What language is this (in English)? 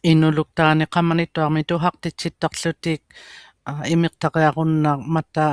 Inuktitut